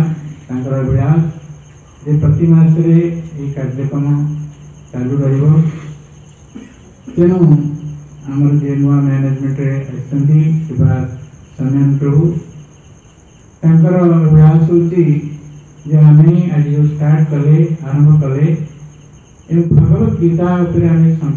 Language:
Odia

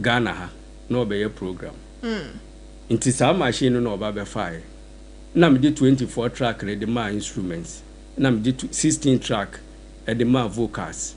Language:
Akan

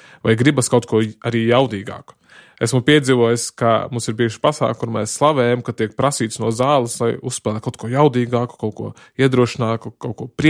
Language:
Latvian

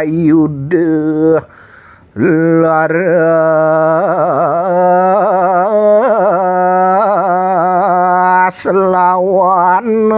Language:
Balinese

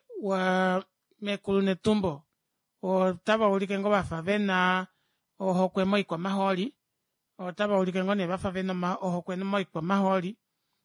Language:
Kuanyama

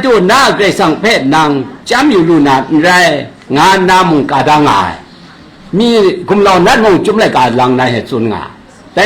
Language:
Kachin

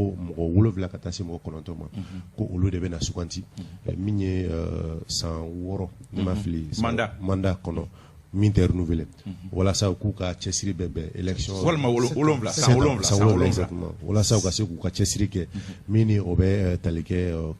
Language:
Bambara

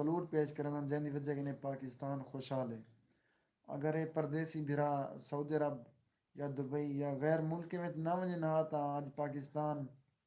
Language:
Saraiki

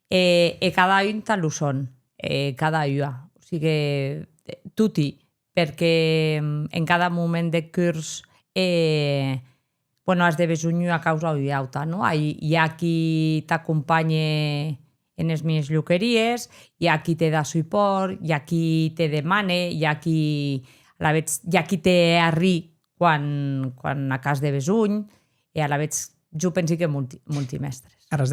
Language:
Occitan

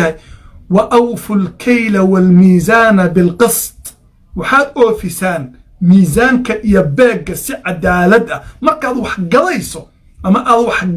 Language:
Somali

